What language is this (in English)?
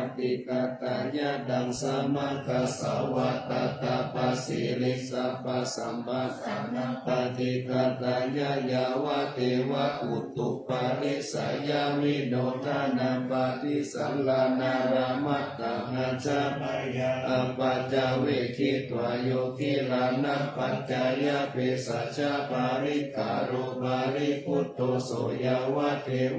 Pali